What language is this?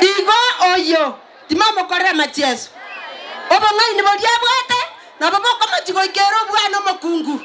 Gusii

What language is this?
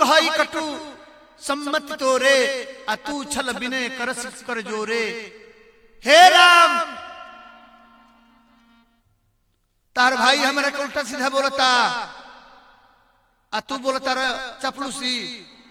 Bhojpuri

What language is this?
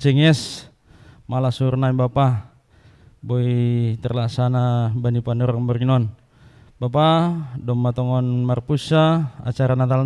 Batak Simalungun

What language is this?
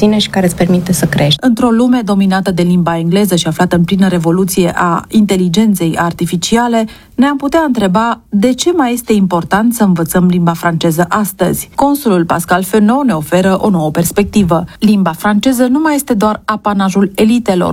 Romanian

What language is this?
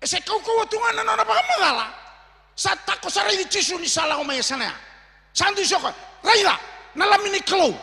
Fijian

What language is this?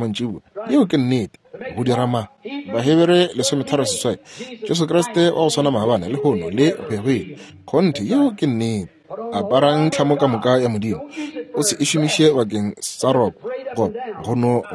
Northern Sotho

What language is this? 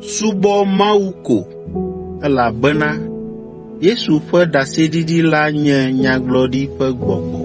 Ewe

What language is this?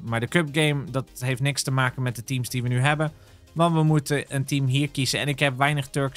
Dutch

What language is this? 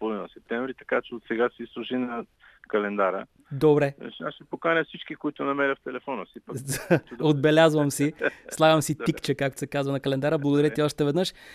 Bulgarian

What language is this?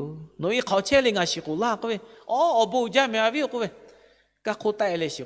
Lahu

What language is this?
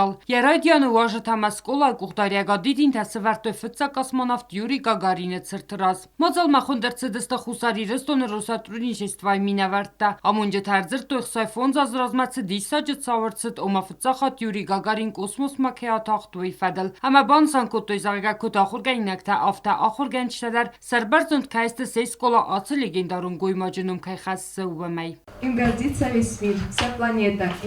Ossetic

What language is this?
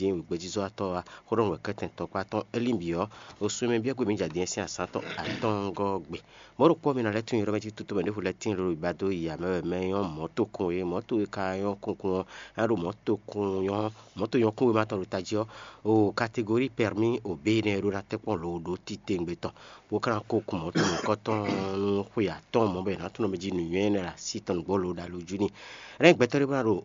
Fon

